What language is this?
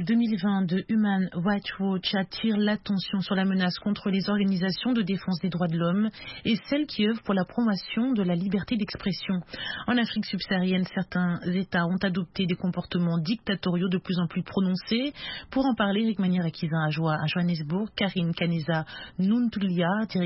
French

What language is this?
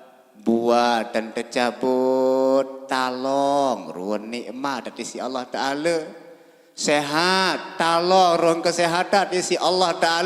Sasak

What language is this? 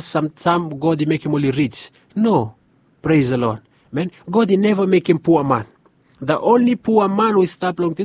Bislama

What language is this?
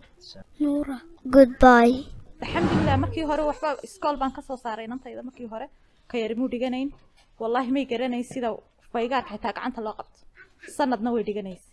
Somali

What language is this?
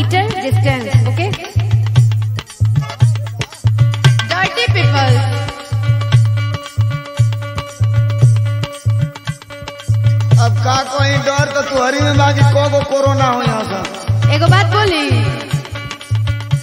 Bhojpuri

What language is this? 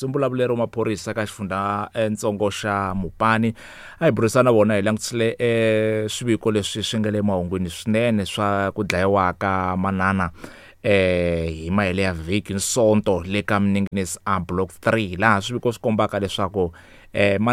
Tsonga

